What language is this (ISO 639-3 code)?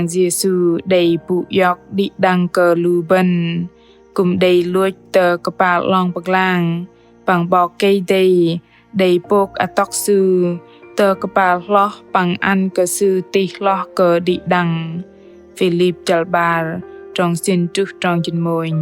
bdq